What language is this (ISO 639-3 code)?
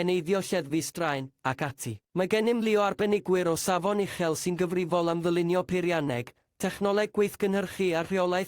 cym